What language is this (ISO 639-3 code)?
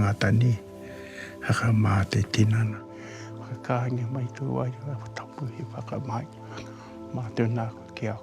mri